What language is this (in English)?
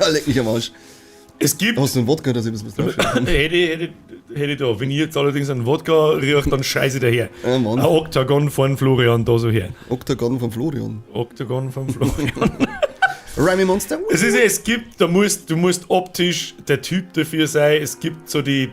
Bavarian